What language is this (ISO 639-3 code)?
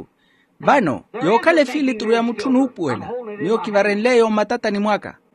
vmw